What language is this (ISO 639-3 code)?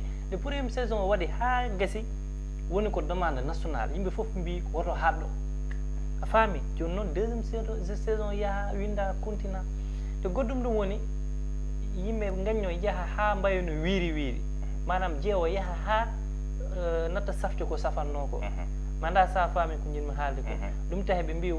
ful